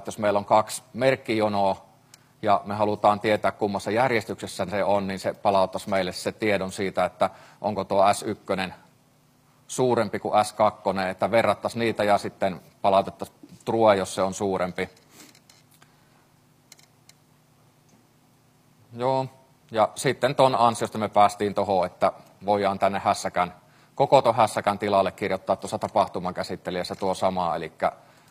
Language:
Finnish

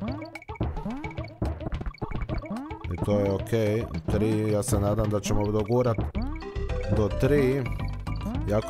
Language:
Croatian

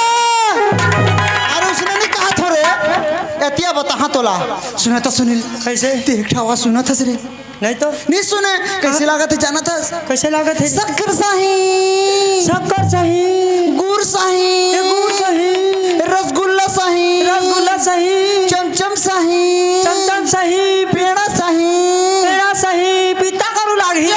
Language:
Chhattisgarhi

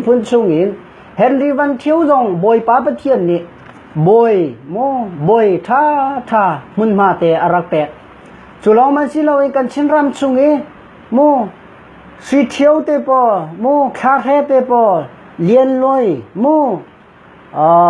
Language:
Hakha Chin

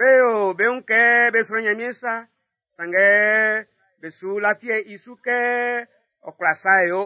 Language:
Baoulé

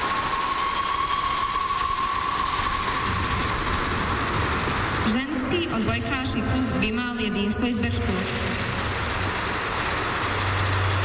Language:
Bosnian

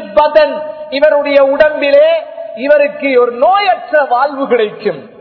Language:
Tamil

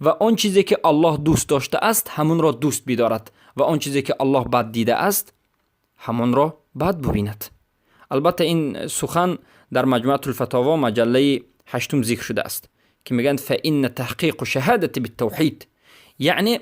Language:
Persian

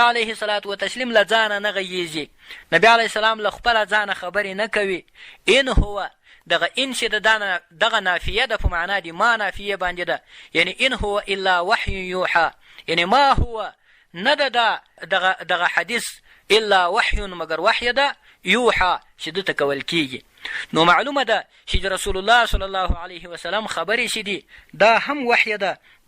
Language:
Pashto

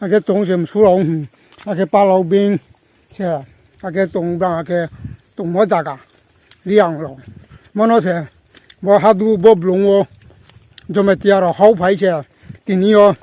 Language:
Riang (India)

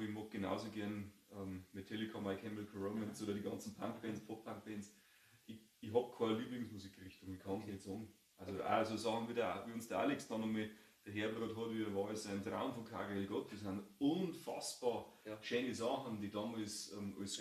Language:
Bavarian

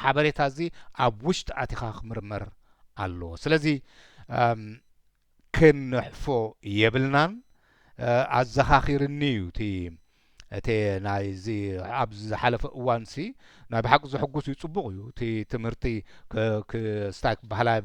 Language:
Tigrinya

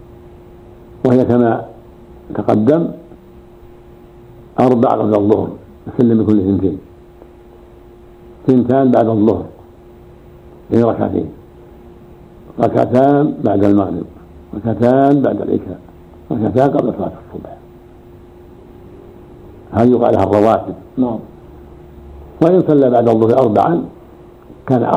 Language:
Arabic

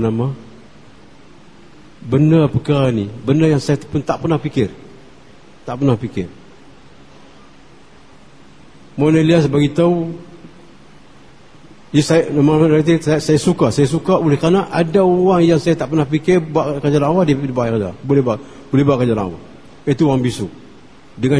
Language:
Malay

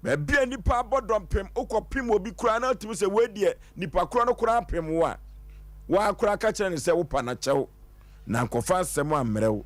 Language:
Akan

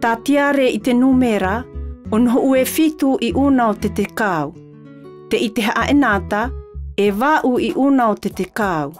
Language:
Tahitian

